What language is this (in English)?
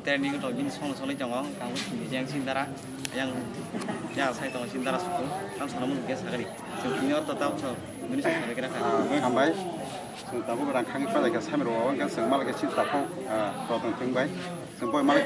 Kok Borok